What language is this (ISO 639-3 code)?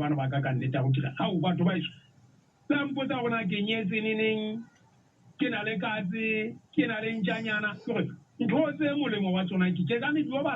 sot